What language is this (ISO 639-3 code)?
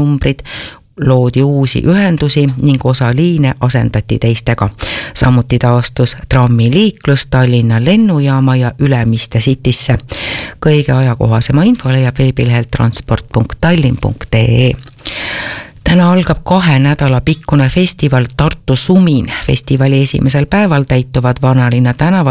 est